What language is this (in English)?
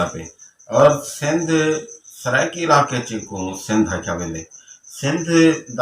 Saraiki